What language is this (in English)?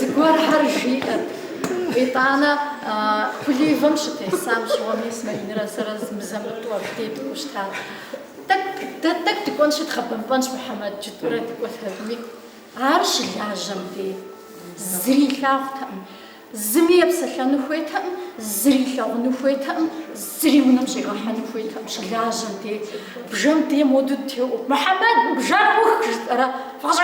Kabardian